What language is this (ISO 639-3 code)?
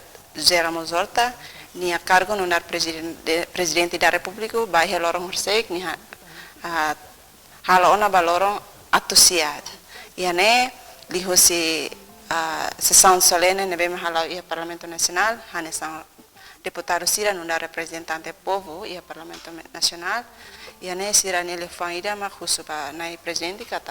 tet